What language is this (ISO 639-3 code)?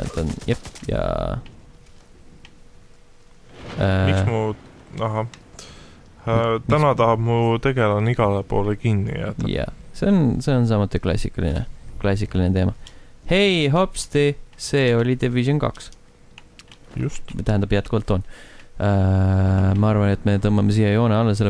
est